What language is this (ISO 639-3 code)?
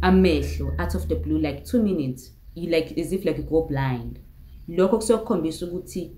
zul